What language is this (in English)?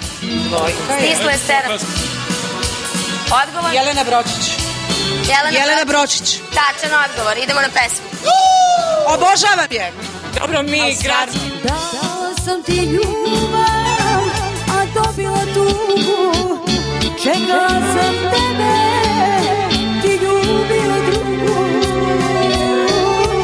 Serbian